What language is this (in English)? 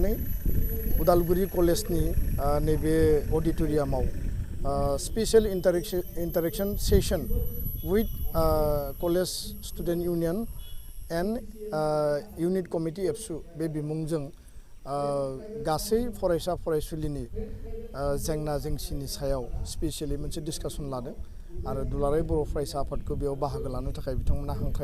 Bodo